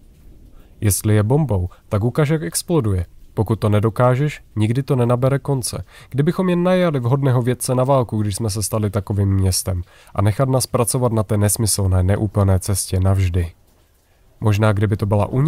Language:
Czech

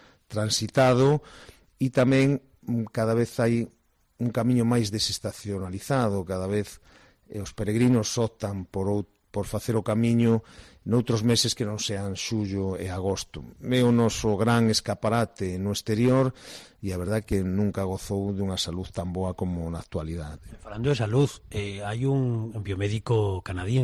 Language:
Galician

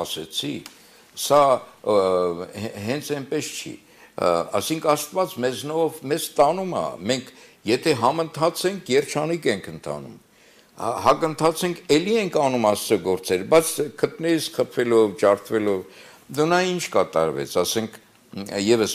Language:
Armenian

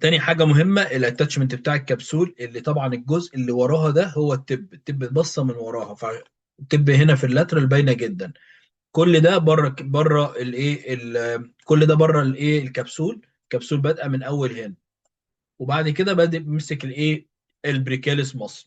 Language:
Egyptian Arabic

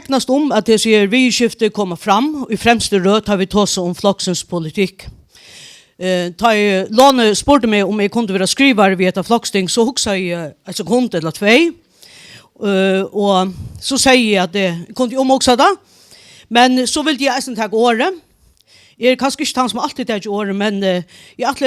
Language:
Faroese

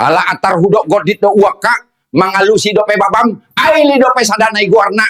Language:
Batak Toba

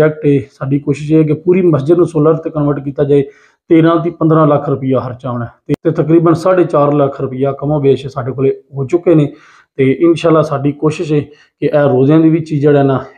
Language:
Punjabi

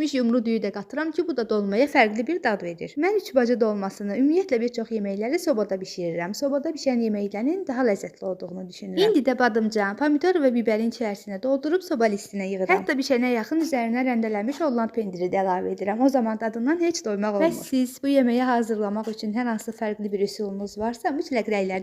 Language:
Azerbaijani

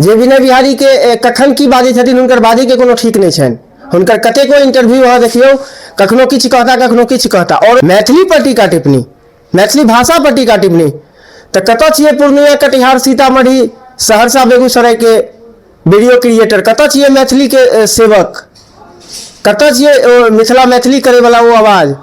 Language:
Maithili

